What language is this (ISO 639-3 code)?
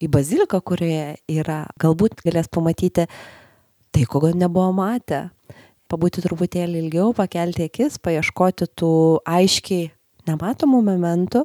lit